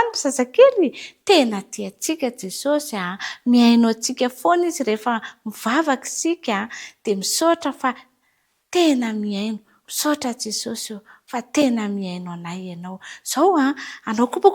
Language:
Malagasy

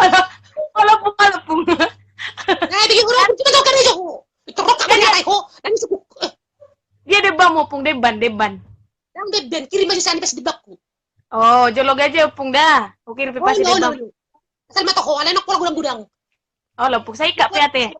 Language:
Batak Toba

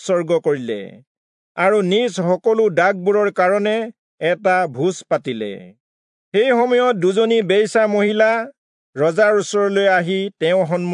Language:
Assamese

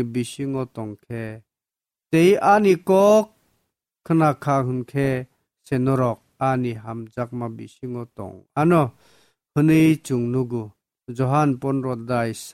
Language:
Kok Borok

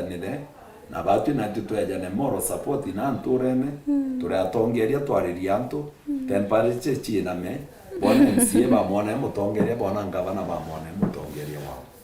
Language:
Meru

